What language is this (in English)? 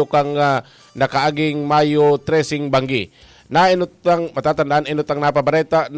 Bikol